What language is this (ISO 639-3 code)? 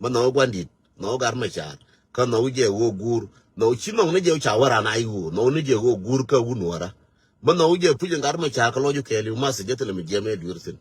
nus